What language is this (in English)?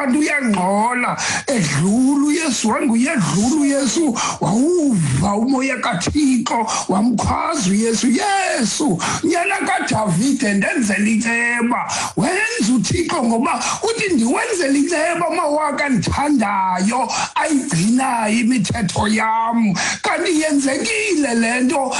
Xhosa